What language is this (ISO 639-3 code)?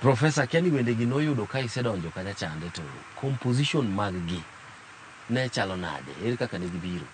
luo